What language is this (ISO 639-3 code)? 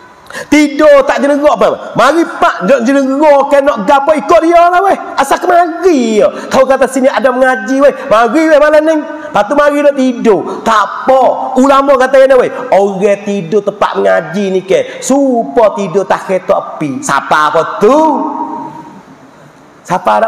mfa